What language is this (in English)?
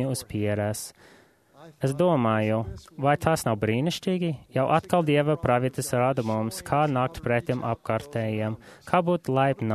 Latvian